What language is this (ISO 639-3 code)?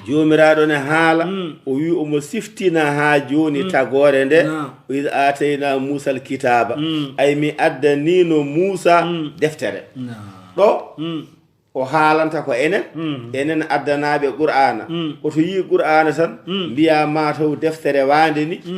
ful